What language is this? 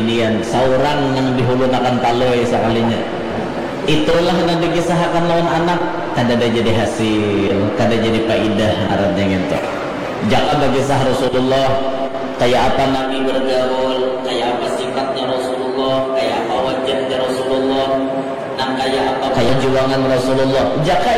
Banjar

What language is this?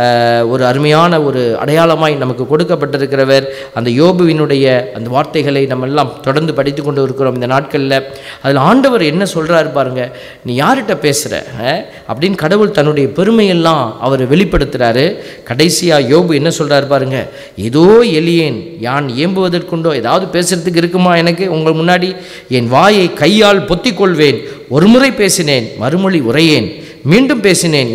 Tamil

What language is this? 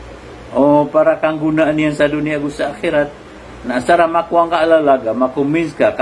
Maranao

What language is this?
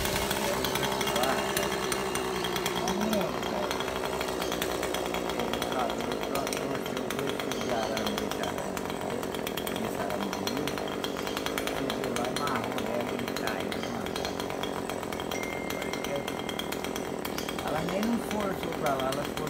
Portuguese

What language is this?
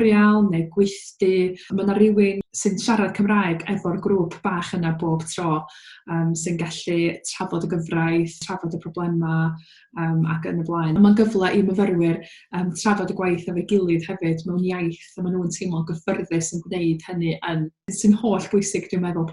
Welsh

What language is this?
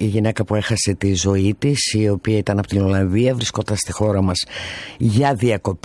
Greek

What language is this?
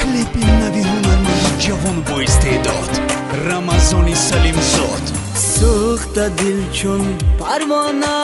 Tajik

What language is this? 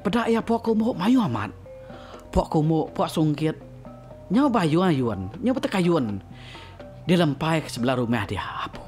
Iban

